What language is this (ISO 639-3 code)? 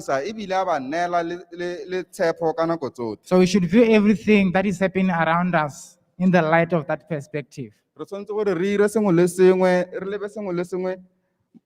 tsn